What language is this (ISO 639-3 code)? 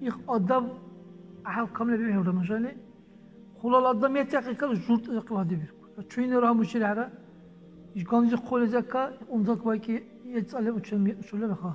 dar